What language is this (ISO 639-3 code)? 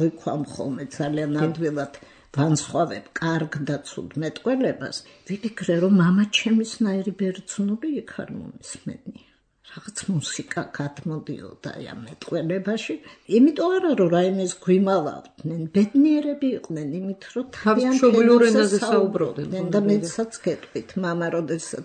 kat